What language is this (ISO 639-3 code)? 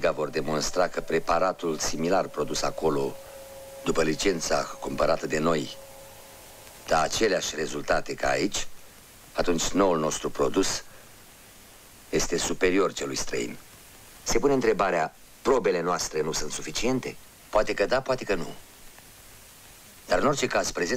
ron